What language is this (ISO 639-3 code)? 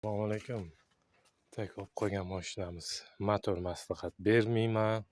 uzb